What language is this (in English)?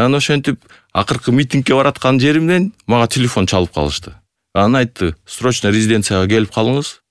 Kyrgyz